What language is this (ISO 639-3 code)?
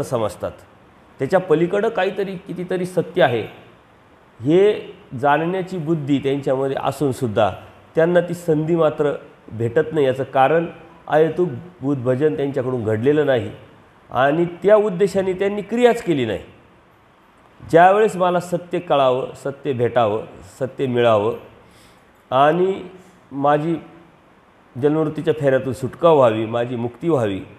mar